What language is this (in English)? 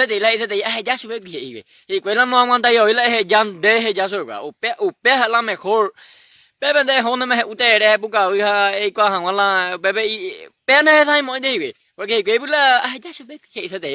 Guarani